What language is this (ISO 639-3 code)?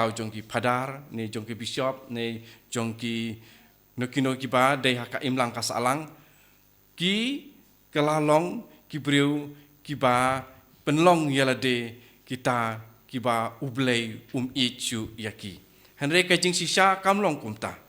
kha